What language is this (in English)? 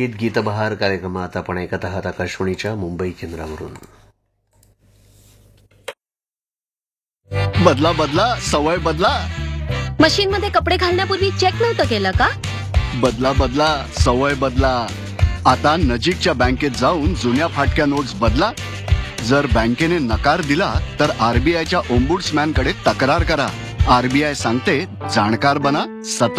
Marathi